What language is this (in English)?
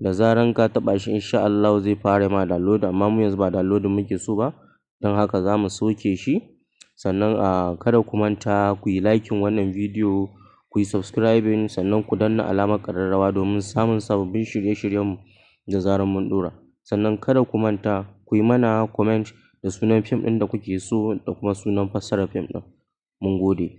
Hausa